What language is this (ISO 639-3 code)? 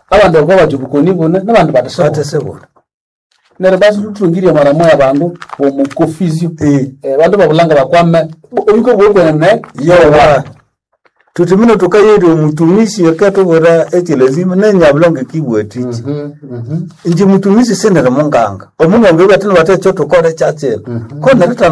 nnb